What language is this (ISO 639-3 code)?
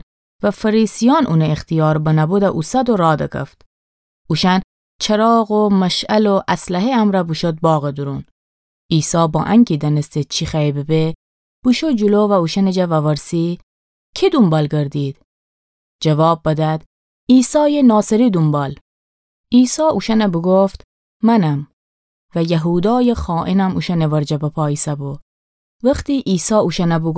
glk